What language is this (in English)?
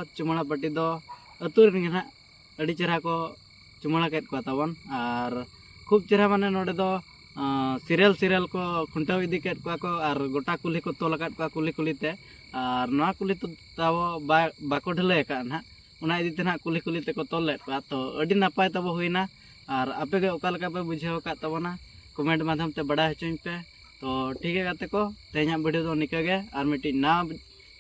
Santali